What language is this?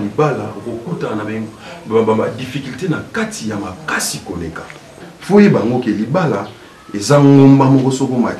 Lingala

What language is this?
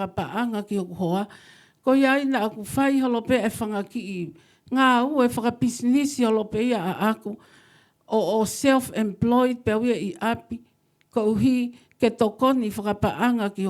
Tongan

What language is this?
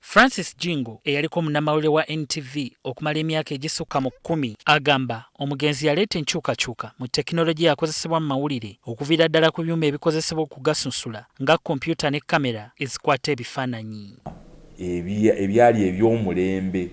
Ganda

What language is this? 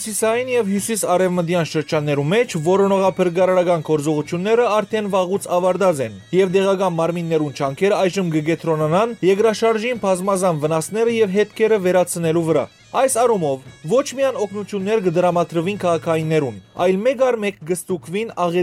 Western Armenian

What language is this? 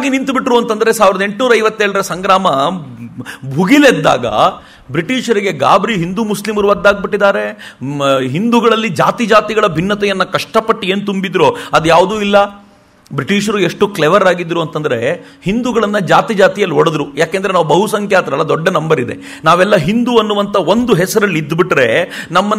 Kannada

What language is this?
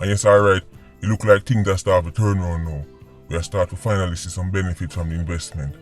Jamaican Creole English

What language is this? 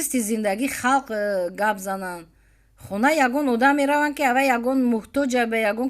Tajik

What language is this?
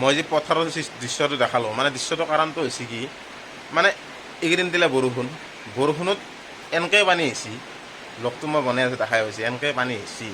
Assamese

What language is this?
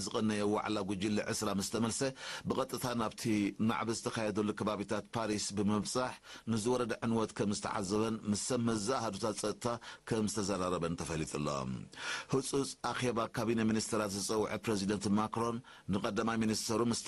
Tigrinya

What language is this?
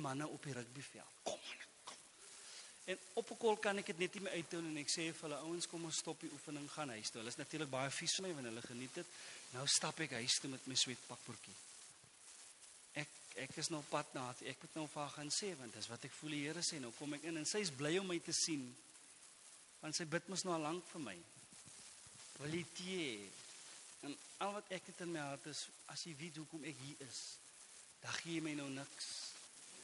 Afrikaans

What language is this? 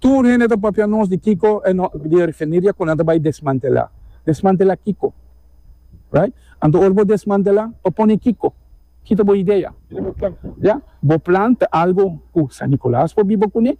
Papiamento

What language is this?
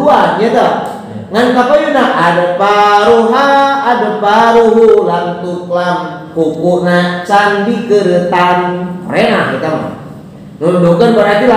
Sundanese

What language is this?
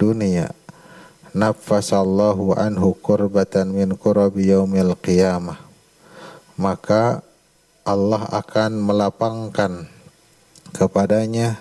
Indonesian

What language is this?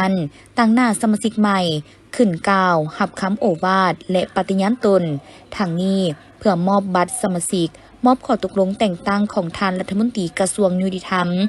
Lao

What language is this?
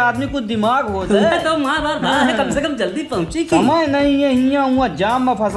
Awadhi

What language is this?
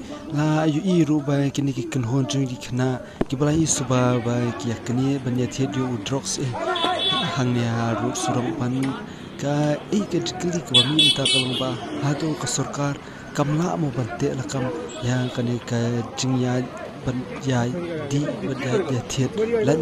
Khasi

